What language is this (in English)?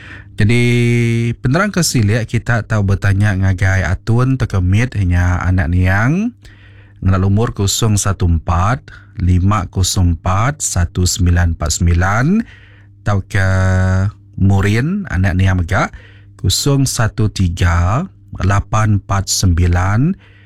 Iban